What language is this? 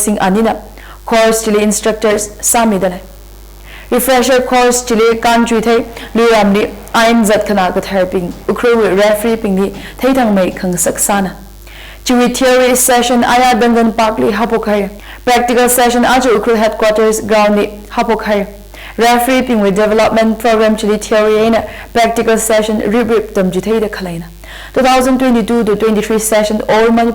Tangkhul Naga (India)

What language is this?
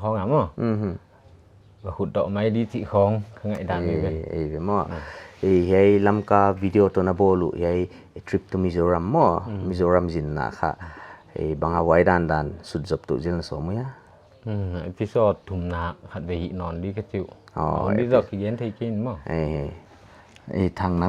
Paite Chin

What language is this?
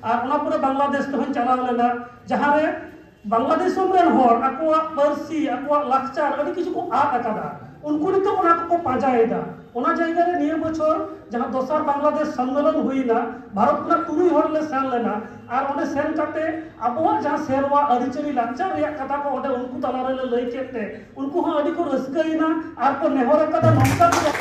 Santali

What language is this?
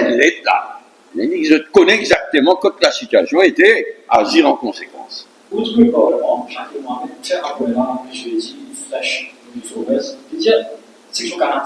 Morisyen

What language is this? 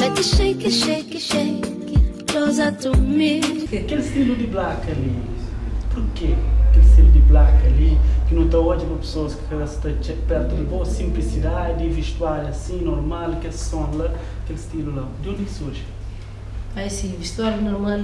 Kabuverdianu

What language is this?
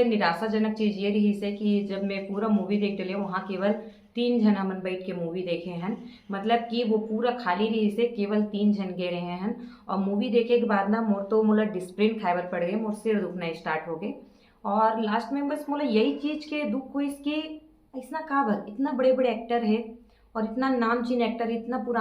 Chhattisgarhi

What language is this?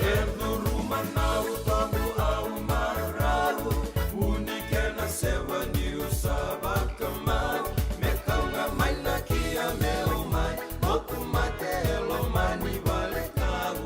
Fijian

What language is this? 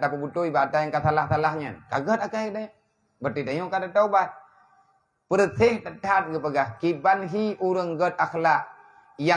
Achinese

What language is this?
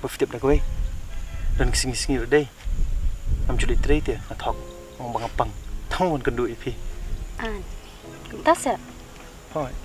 Khasi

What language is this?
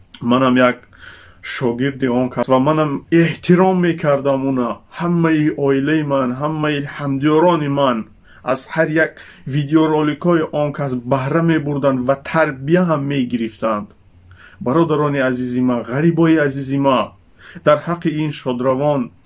Tajik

